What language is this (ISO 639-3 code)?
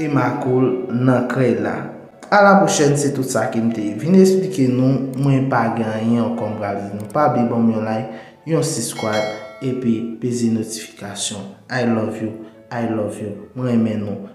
hat